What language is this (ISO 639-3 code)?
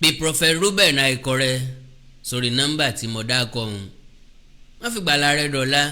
yor